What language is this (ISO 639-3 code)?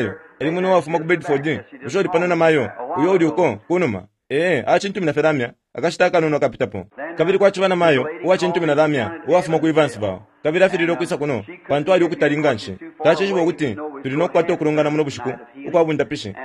bem